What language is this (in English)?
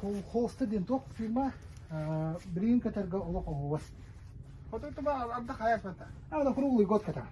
Yakut